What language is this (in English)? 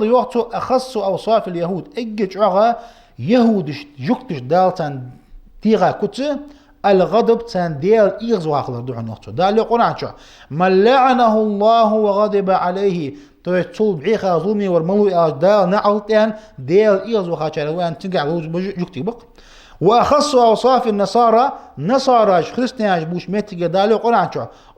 Ingush